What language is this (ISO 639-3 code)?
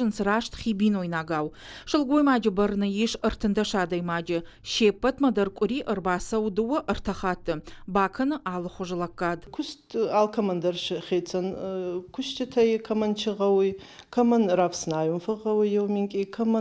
oss